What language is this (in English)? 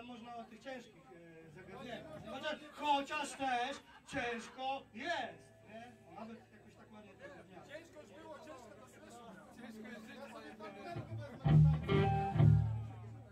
Polish